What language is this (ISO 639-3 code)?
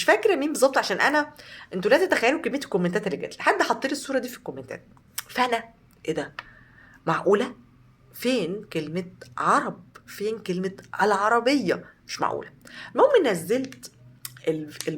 arz